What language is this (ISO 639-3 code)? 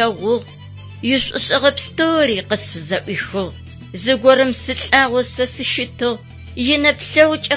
ady